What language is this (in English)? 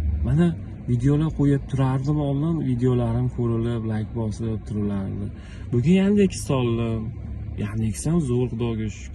Uzbek